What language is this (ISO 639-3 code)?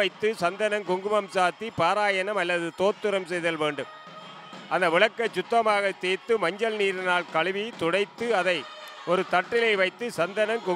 tam